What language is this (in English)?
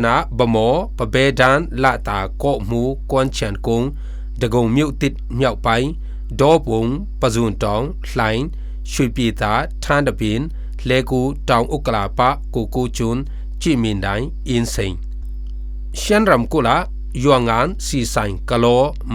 Falam Chin